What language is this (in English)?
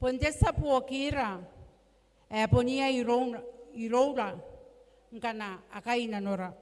Gilbertese